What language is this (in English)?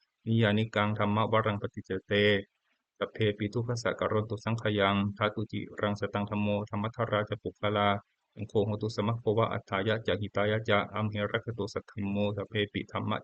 Pali